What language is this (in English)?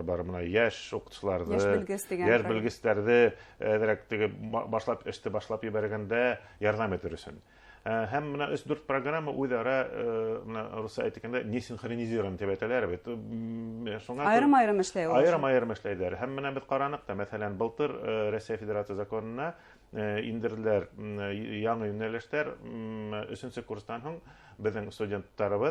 Bashkir